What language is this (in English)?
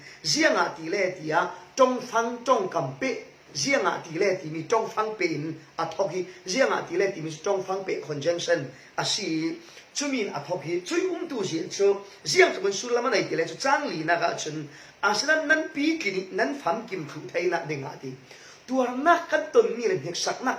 Falam Chin